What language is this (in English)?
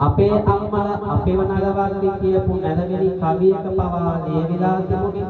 Sinhala